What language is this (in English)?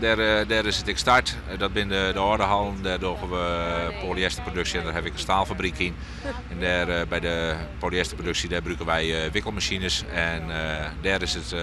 Western Frisian